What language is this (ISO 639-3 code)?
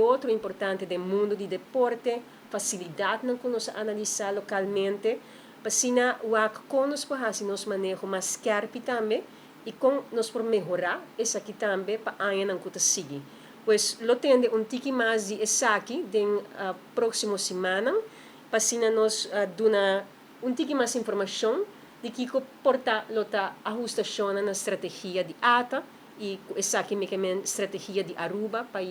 pap